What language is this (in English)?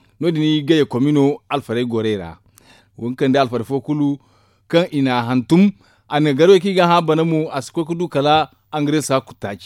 Zarma